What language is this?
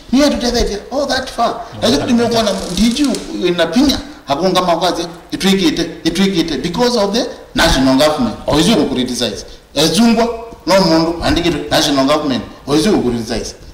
Kamba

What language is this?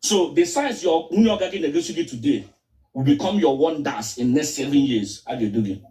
Igbo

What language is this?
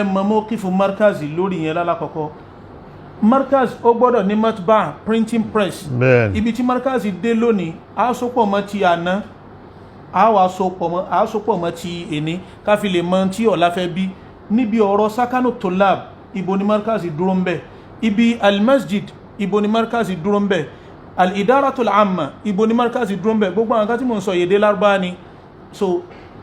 Yoruba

